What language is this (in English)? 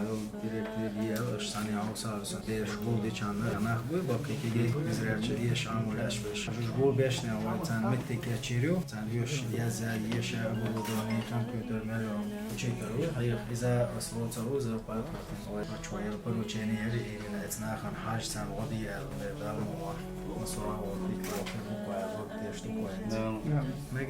Chechen